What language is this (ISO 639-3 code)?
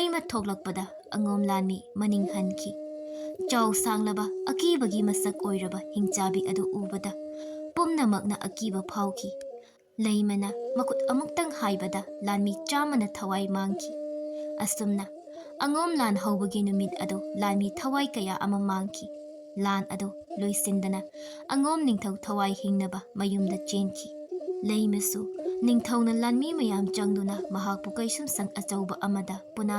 mni